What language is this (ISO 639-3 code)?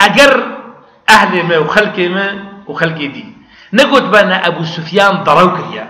kur